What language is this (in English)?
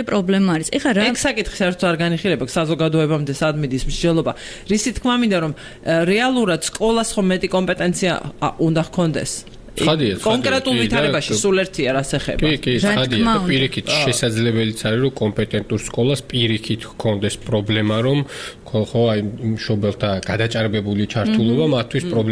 Georgian